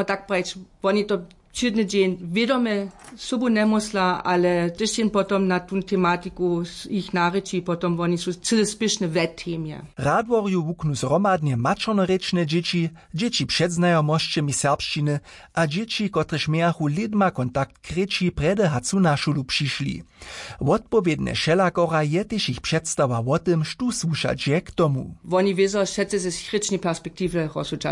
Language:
Upper Sorbian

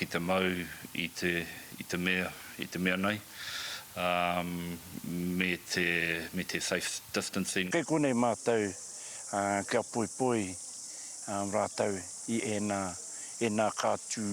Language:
Māori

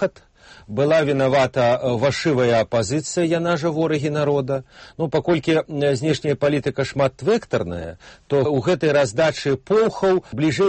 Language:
Belarusian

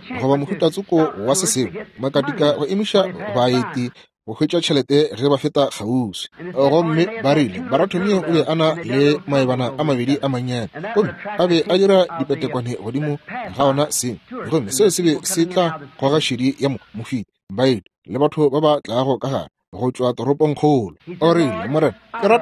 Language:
Northern Sotho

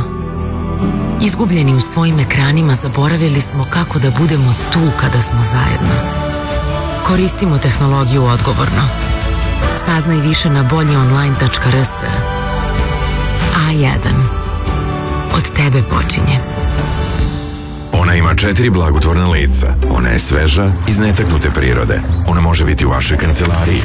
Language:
Serbian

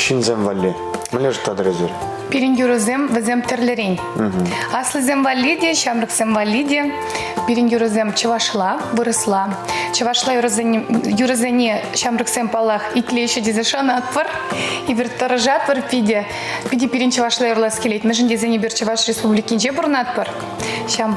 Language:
Chuvash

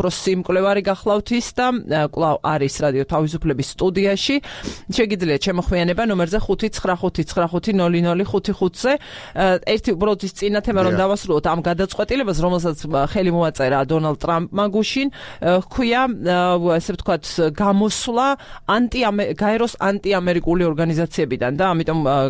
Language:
Georgian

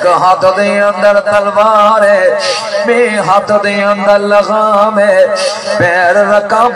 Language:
Saraiki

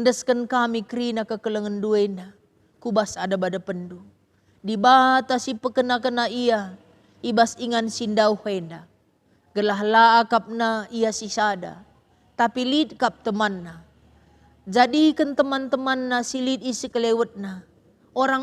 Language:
Batak Karo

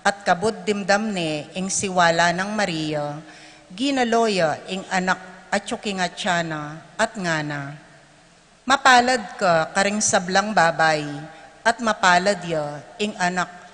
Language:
Pampanga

